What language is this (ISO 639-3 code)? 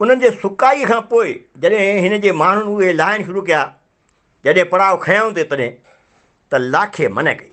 snd